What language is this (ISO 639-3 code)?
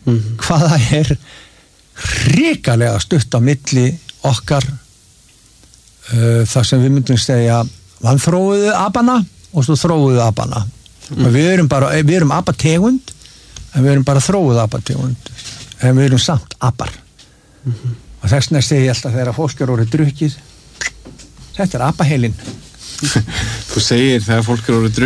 isl